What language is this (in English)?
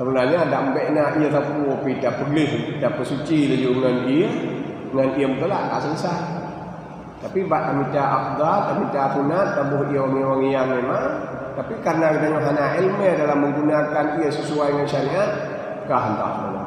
Achinese